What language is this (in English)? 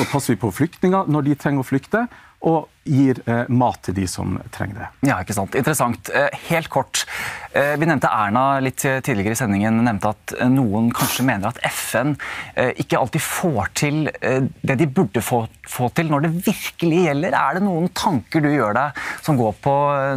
Norwegian